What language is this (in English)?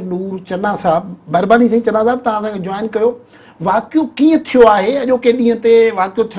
Sindhi